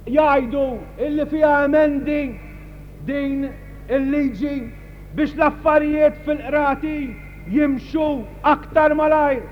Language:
Maltese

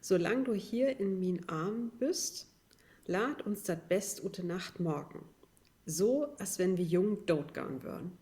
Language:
Low German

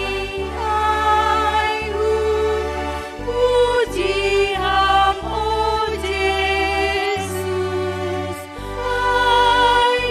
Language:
Batak Simalungun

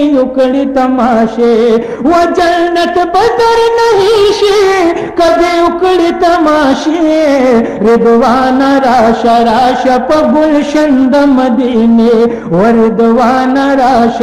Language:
Pashto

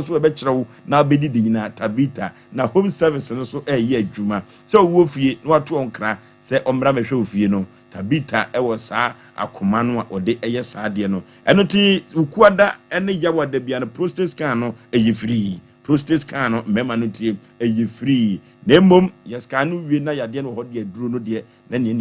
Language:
Akan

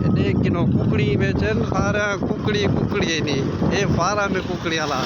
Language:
Saraiki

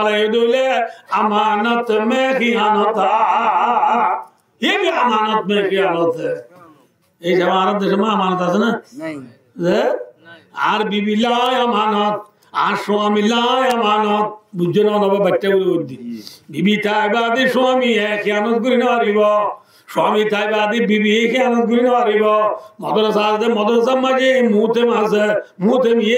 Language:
Rohingya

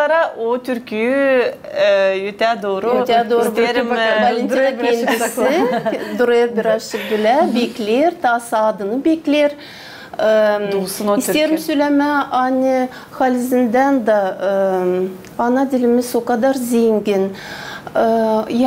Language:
Gagauz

